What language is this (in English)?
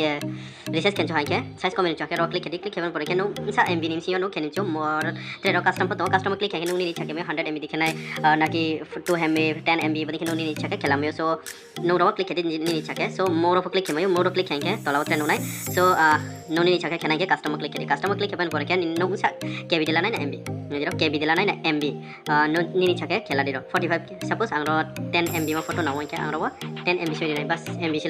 Riang (India)